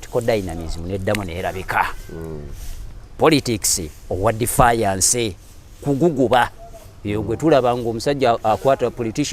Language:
Ganda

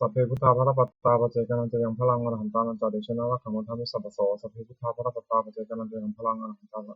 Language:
Pali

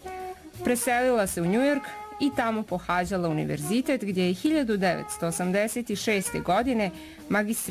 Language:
Bosnian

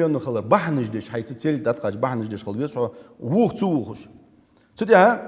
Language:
Ingush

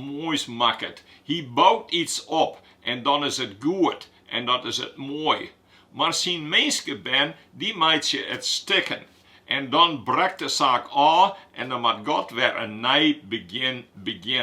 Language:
Western Frisian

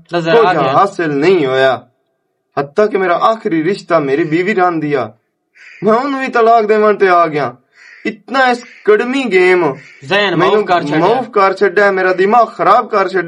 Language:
Western Panjabi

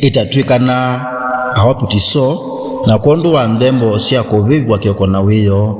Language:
Kamba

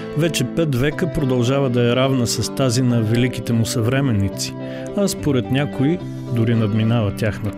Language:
Bulgarian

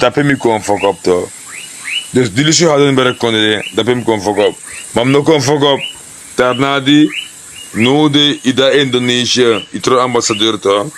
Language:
Sranan Tongo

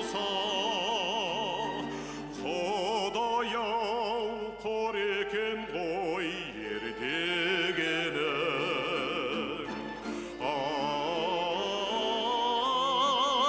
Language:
Kazakh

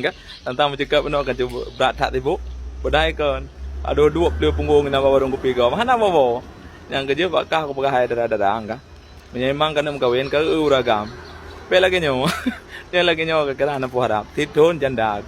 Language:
Achinese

